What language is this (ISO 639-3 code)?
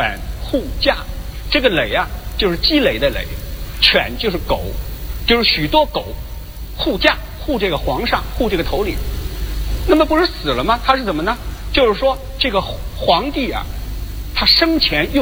zho